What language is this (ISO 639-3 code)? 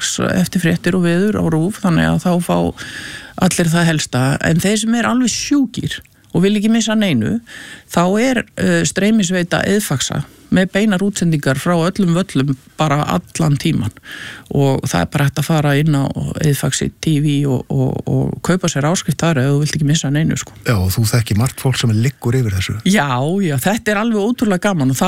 isl